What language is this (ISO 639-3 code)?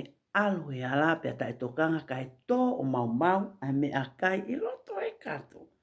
ton